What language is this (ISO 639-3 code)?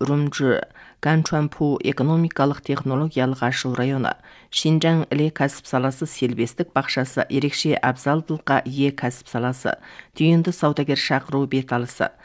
kaz